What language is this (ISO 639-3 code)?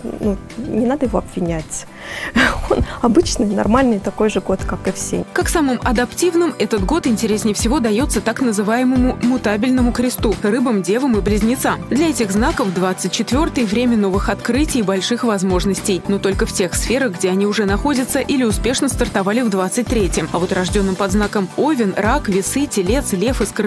rus